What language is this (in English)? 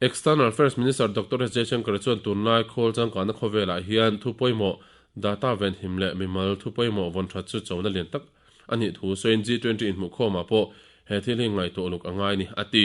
Mizo